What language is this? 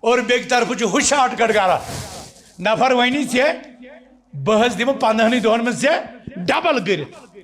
Kashmiri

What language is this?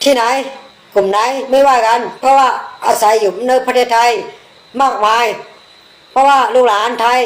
Shan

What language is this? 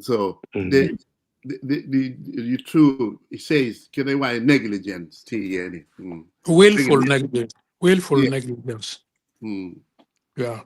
Acoli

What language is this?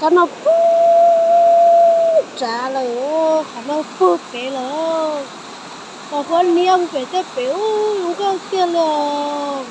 Hmong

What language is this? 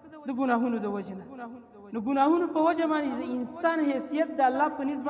Pashto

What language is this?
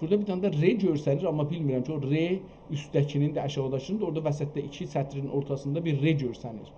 South Azerbaijani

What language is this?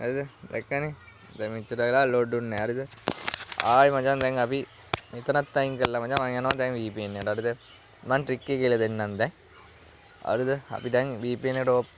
Sinhala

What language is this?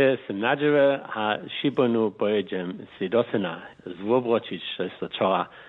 Upper Sorbian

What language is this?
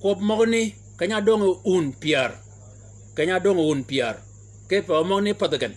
Shilluk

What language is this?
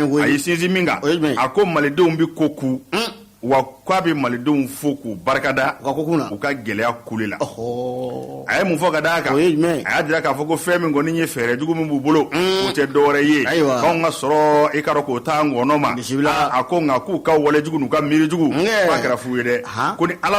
Bambara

